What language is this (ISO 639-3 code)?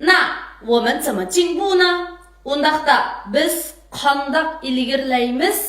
uig